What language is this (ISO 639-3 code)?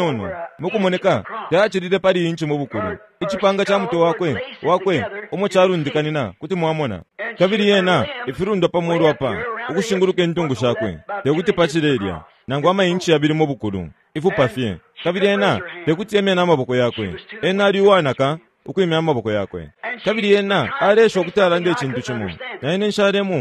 bem